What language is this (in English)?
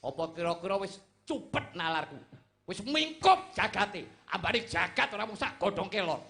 Javanese